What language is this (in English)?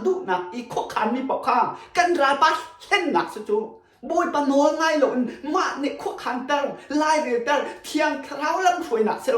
Hakha Chin